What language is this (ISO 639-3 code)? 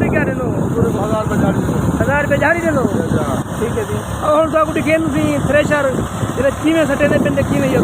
skr